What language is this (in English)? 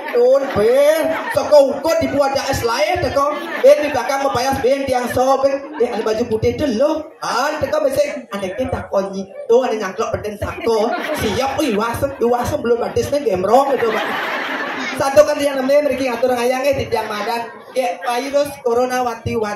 Balinese